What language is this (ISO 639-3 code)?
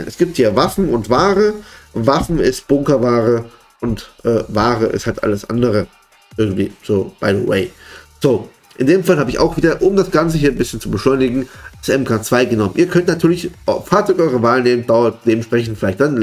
deu